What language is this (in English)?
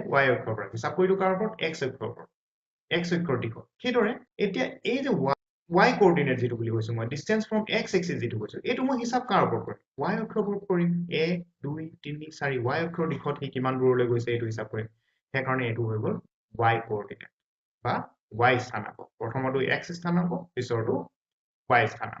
Assamese